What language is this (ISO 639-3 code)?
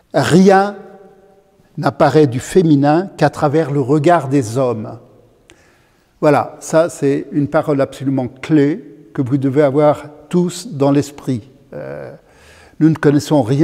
fra